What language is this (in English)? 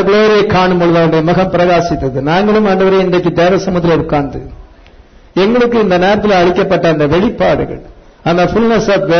Tamil